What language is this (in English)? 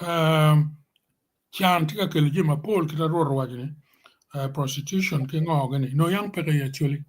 Acoli